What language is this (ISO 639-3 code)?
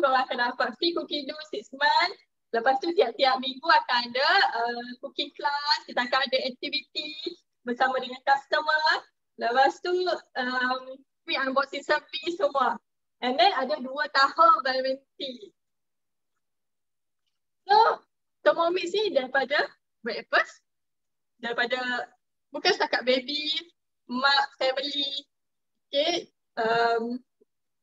msa